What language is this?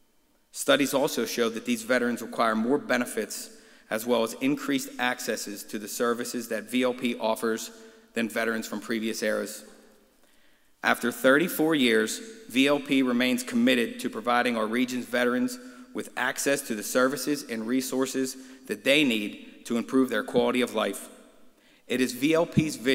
English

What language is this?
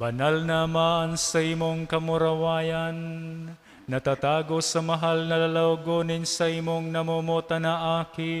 Bikol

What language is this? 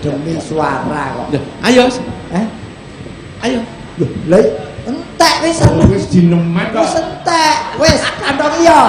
Javanese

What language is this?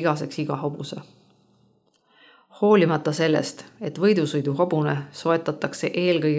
Estonian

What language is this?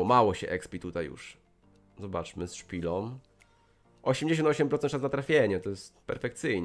Polish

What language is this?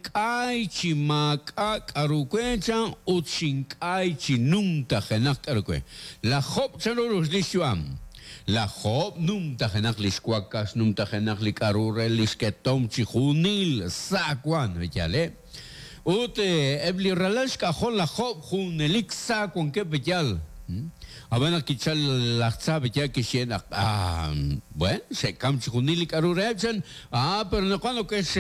Kekchí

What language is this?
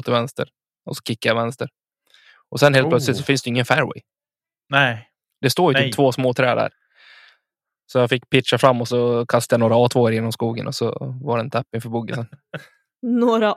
Swedish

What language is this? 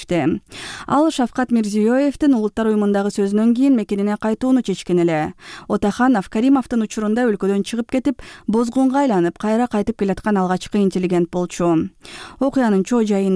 Kyrgyz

